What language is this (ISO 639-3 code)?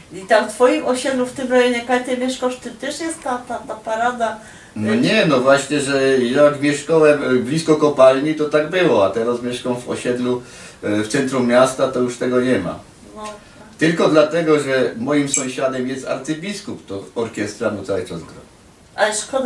szl